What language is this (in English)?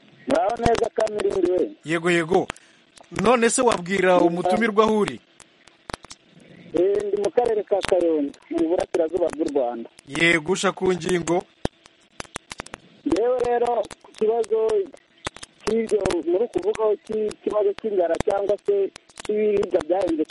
Kinyarwanda